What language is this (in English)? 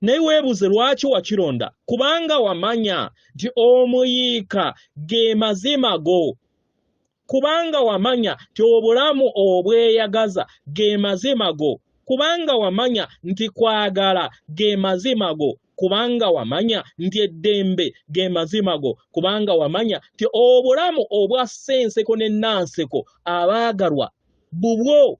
Ganda